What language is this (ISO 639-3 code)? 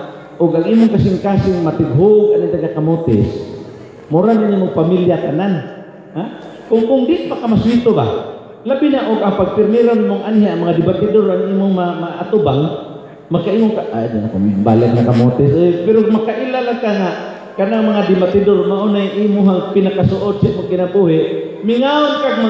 ceb